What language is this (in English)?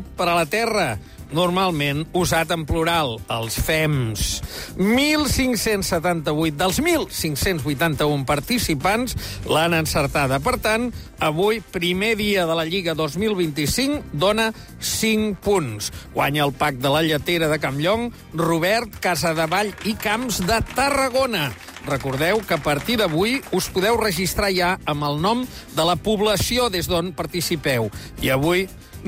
Catalan